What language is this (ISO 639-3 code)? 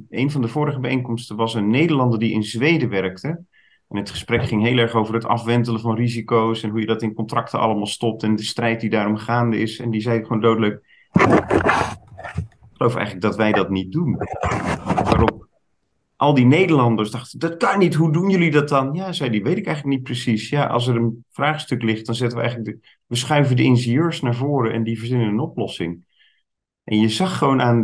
nld